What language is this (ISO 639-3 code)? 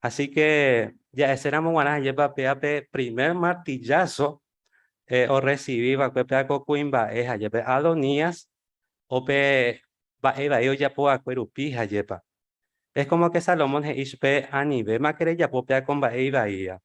grn